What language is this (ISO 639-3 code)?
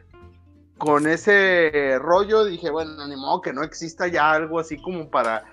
spa